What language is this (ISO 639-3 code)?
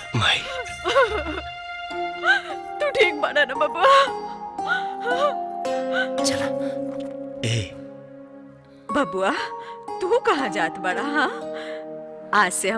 bho